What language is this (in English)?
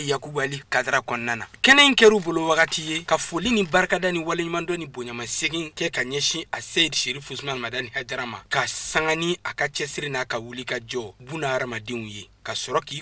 Bambara